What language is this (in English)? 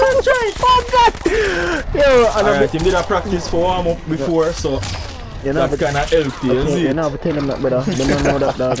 Jamaican Creole English